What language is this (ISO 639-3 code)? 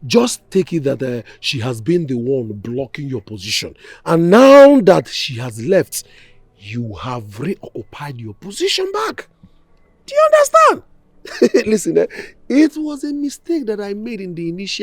pcm